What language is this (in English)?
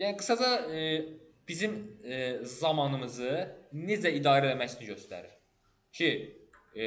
Azerbaijani